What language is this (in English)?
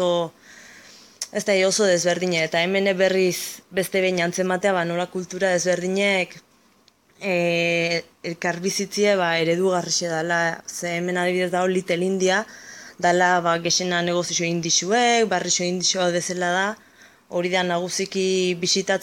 Basque